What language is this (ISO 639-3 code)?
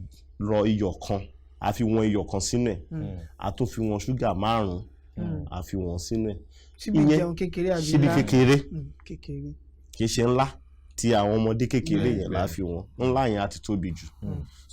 yor